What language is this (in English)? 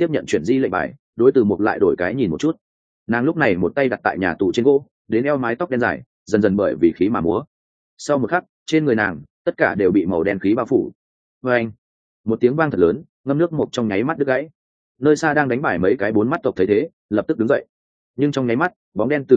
Vietnamese